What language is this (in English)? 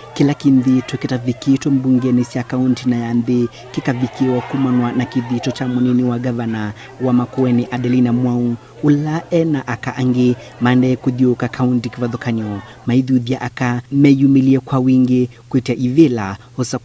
Kamba